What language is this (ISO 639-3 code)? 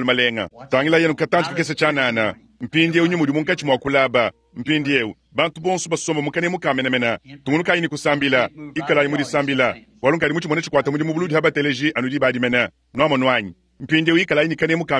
lua